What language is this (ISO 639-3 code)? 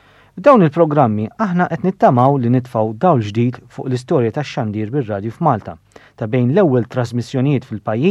mlt